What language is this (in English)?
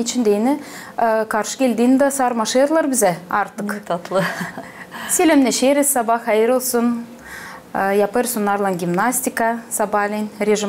Gagauz